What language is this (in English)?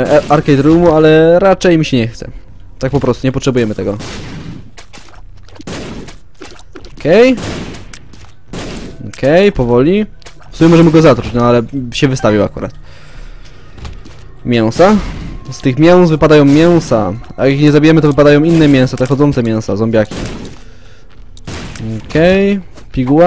Polish